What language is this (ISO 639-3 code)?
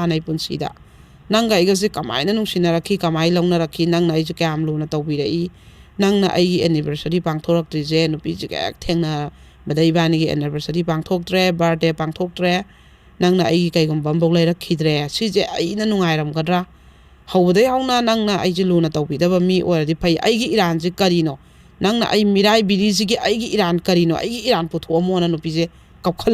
mni